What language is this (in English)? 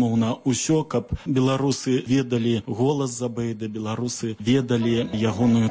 Belarusian